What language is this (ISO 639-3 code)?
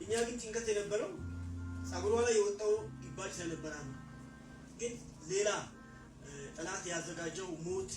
amh